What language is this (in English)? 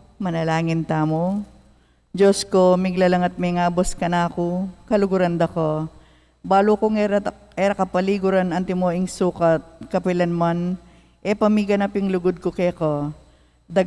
Pampanga